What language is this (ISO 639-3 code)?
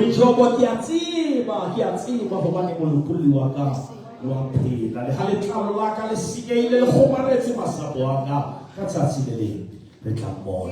sot